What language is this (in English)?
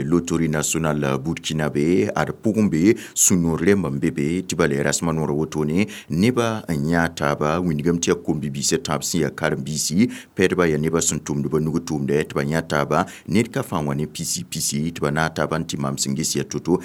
Mossi